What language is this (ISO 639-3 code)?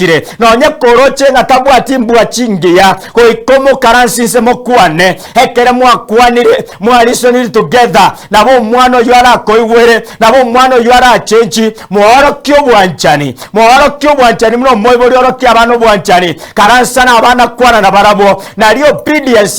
guz